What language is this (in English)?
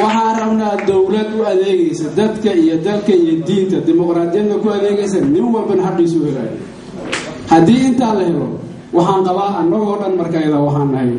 Somali